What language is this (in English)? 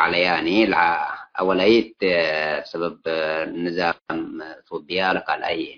Tigre